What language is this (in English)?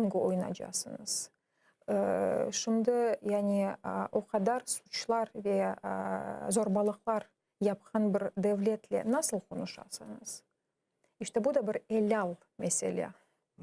Crimean Tatar